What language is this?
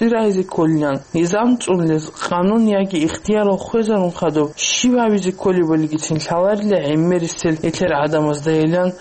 Avaric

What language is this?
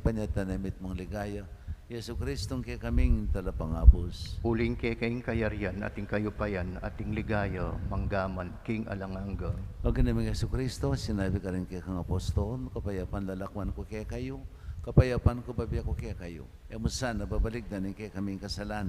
Pampanga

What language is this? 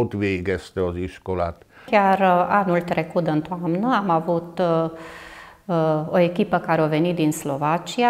Romanian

